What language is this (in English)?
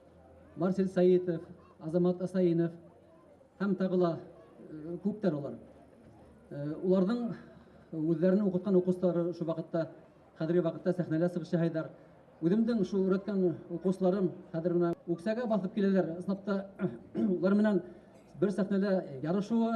Bashkir